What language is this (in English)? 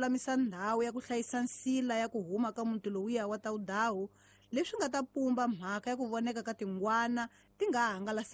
Tsonga